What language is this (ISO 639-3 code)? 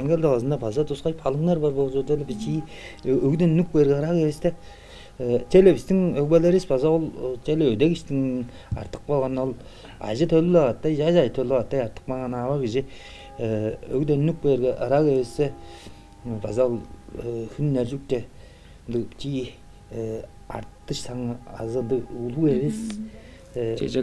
tyv